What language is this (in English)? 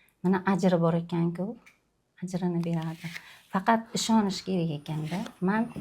Uzbek